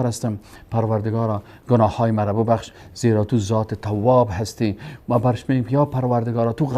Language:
Persian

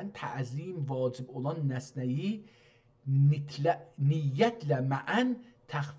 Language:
South Azerbaijani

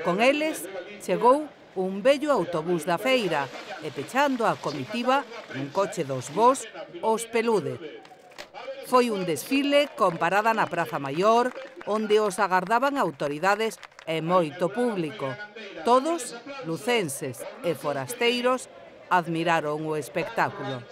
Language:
Galician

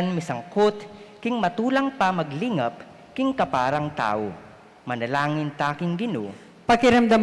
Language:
Pampanga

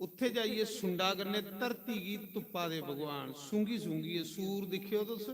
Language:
Dogri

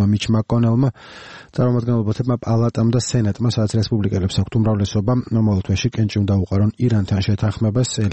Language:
Georgian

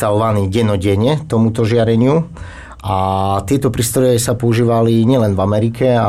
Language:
Slovak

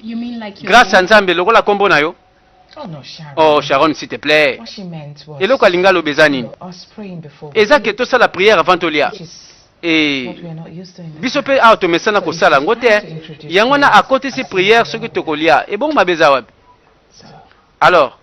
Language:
Lingala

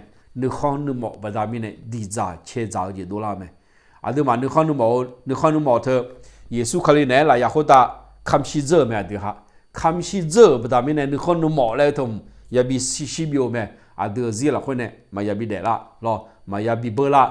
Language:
Akha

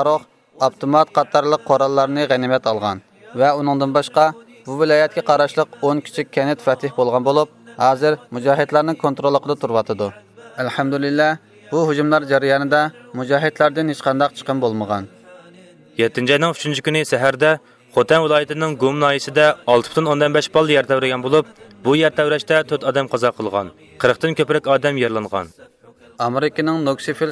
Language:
Uyghur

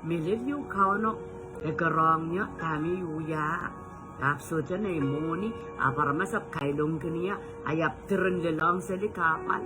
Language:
Pohnpeian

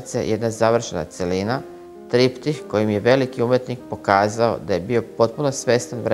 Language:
Serbian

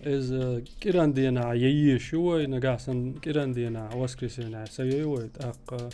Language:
Chechen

